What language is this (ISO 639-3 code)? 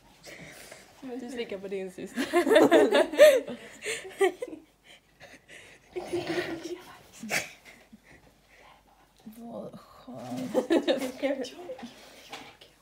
swe